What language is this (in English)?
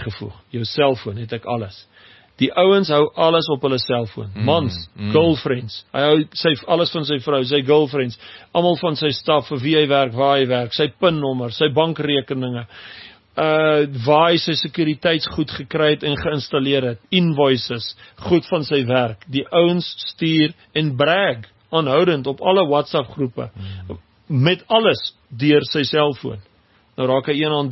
Afrikaans